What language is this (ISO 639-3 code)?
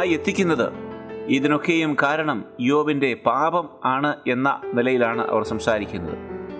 mal